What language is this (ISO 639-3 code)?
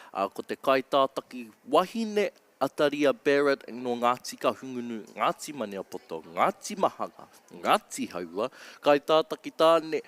mri